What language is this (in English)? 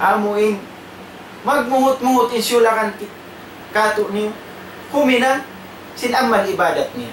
Tausug